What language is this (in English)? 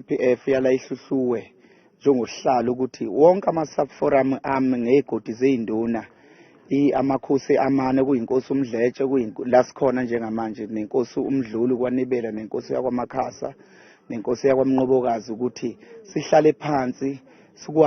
Zulu